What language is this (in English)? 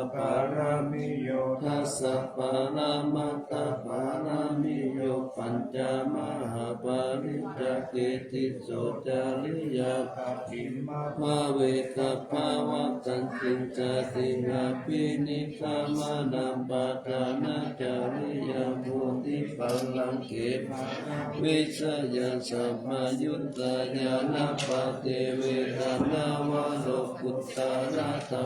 Pali